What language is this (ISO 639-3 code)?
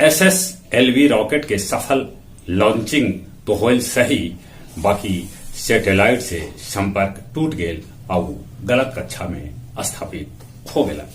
mag